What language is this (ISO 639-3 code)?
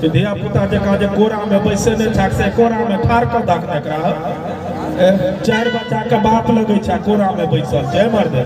mai